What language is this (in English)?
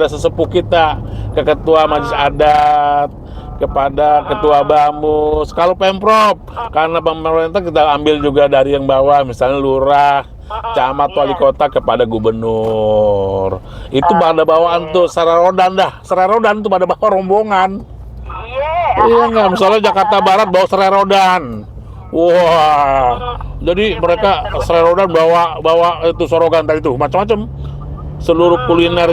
Betawi